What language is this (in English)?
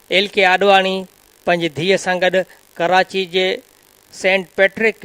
Sindhi